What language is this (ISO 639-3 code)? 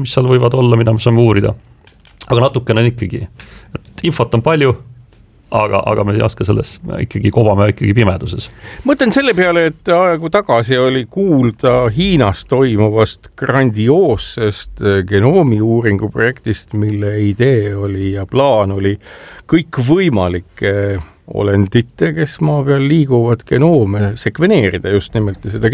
est